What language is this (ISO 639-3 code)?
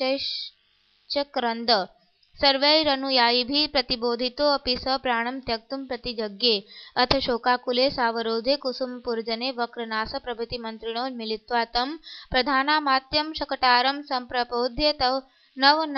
san